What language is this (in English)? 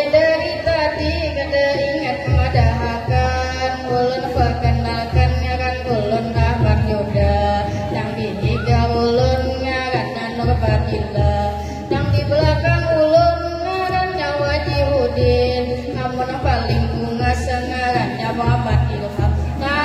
Banjar